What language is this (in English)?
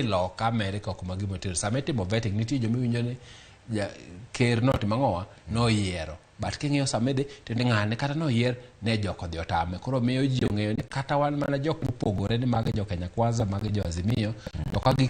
Luo (Kenya and Tanzania)